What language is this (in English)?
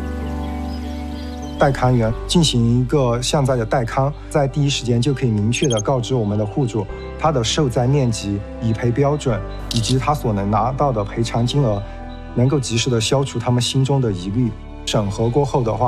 Chinese